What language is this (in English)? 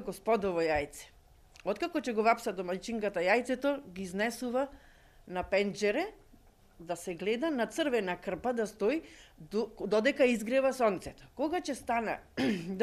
Macedonian